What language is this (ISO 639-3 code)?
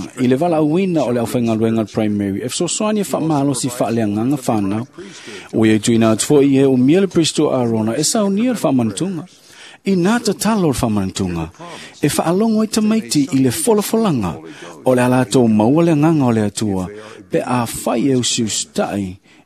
smo